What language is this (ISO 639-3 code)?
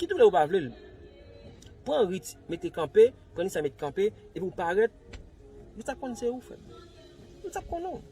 hat